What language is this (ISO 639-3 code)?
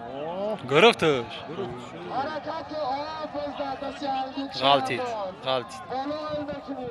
tgk